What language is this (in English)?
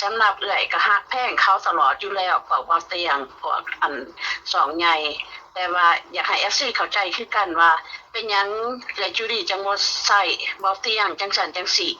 Northeastern Thai